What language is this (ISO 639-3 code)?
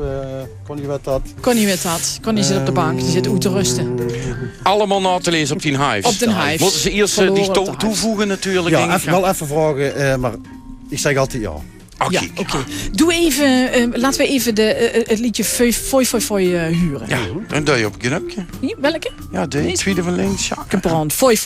lim